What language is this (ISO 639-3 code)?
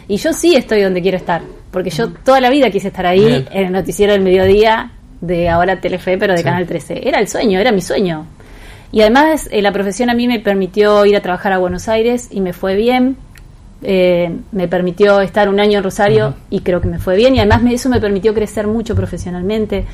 spa